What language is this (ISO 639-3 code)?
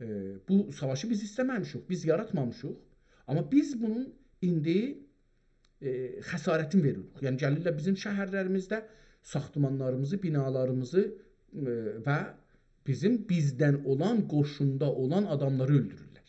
azb